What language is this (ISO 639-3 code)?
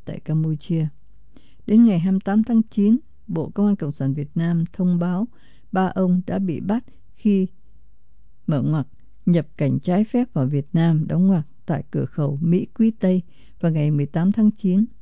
vie